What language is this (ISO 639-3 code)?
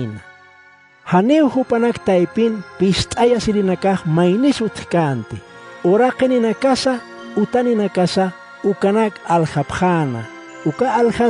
aym